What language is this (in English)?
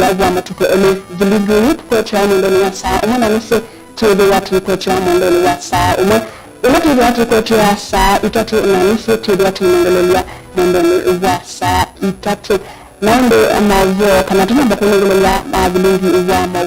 Kamba